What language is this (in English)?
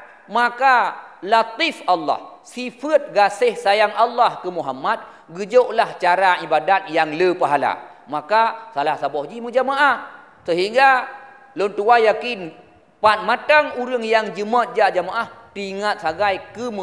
Achinese